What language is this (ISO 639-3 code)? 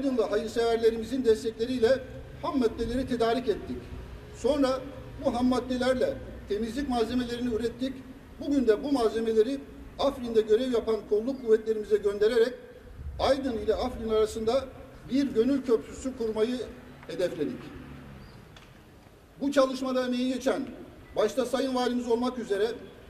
tur